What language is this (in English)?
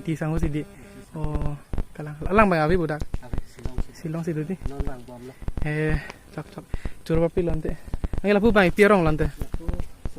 Karbi